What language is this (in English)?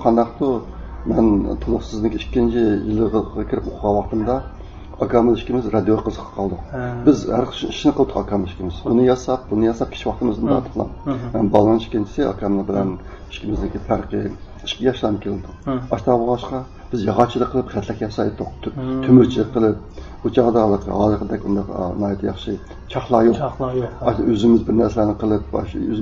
Uyghur